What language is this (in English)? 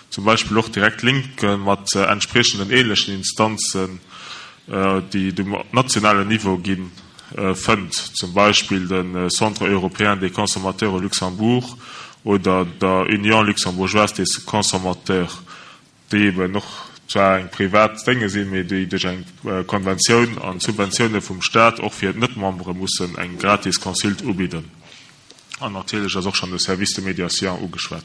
Luxembourgish